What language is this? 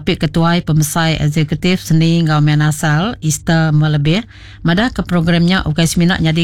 Iban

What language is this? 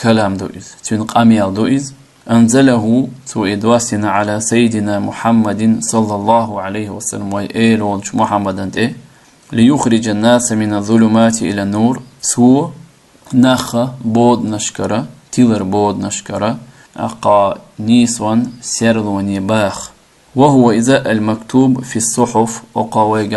Chechen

